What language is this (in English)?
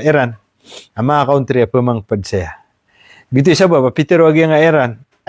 Maranao